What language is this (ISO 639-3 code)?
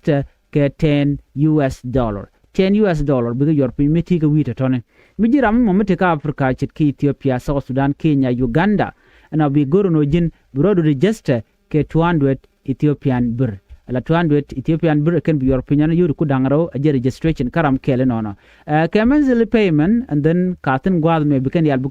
nus